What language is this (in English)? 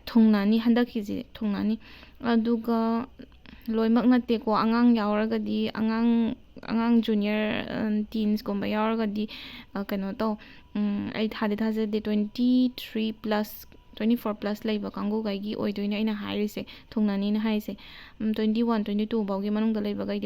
Manipuri